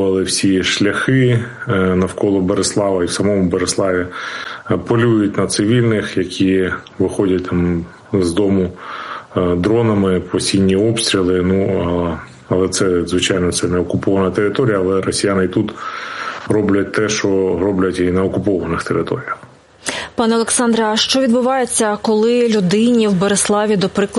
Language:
Ukrainian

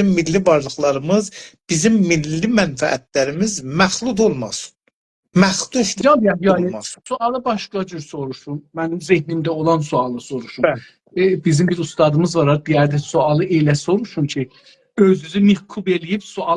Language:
South Azerbaijani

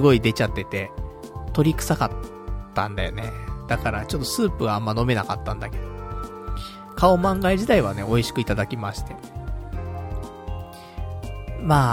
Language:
Japanese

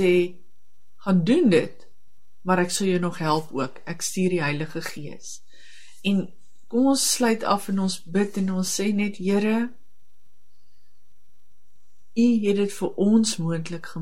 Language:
Afrikaans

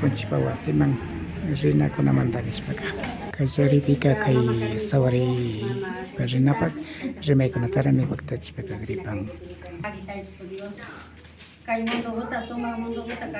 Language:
Imbabura Highland Quichua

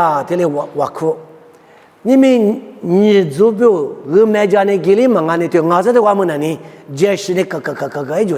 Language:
Lisu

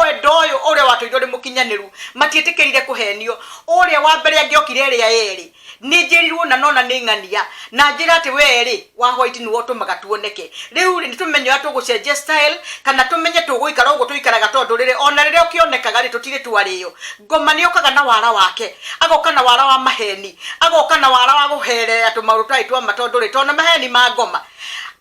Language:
Kikuyu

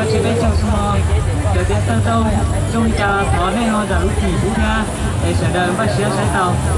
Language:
Hmong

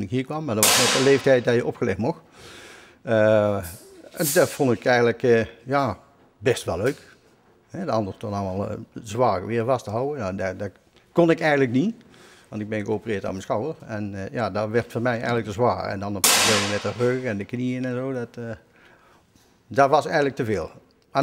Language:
Dutch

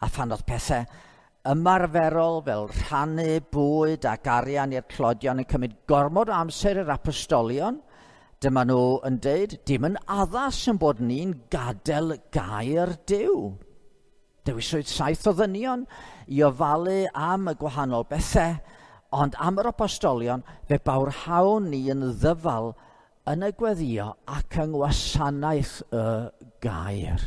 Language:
Welsh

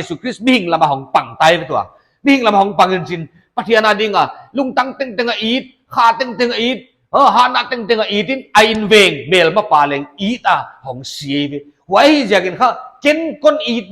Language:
Paite Chin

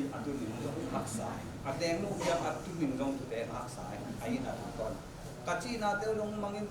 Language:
Tedim Chin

